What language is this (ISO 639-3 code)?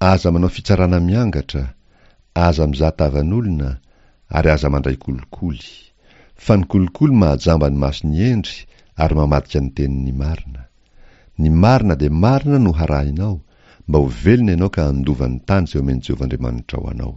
mlg